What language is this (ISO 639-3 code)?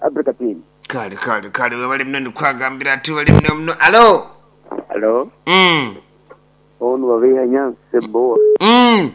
nyo